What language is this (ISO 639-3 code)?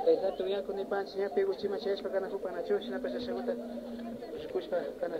qvi